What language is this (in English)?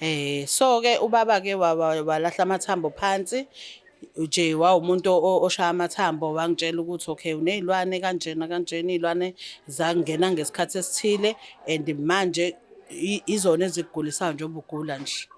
Zulu